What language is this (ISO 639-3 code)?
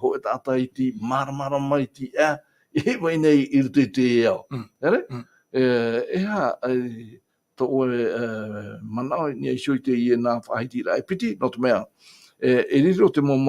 tah